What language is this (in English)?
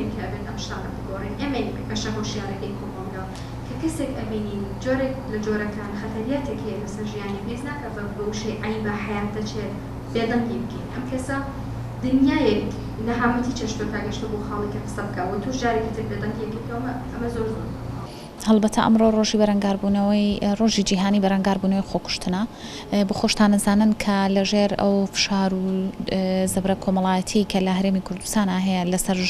Central Kurdish